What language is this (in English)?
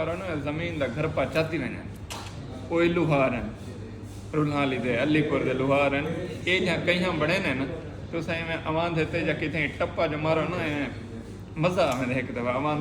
Saraiki